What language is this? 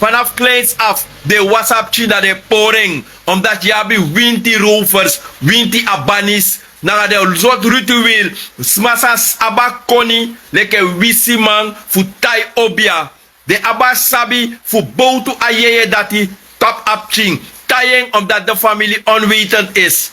Sranan Tongo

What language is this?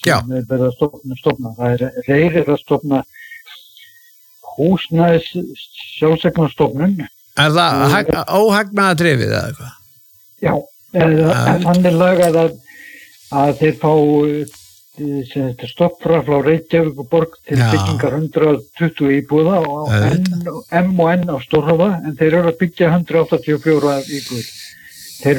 Icelandic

